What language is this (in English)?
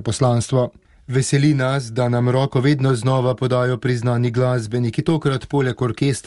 Slovenian